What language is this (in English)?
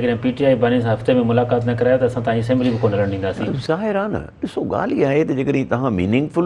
Sindhi